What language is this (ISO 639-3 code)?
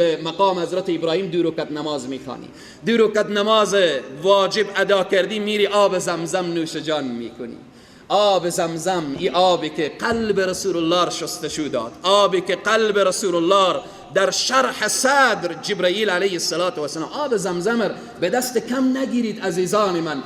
fas